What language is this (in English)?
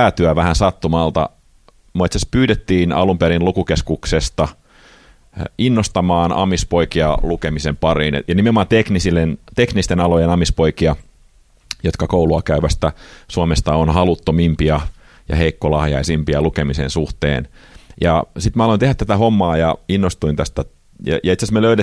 Finnish